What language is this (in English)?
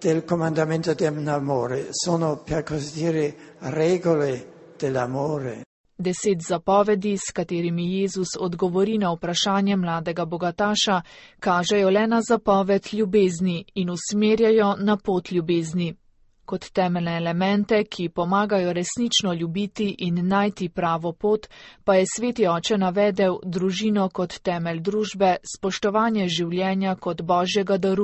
Slovenian